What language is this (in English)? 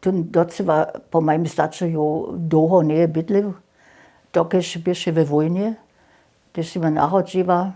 Upper Sorbian